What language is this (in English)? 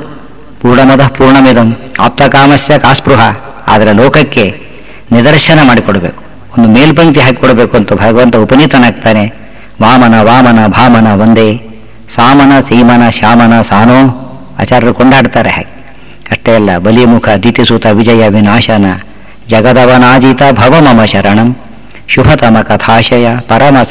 Kannada